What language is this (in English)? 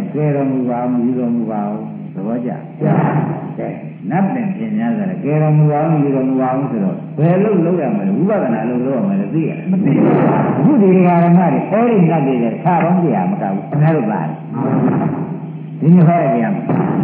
Burmese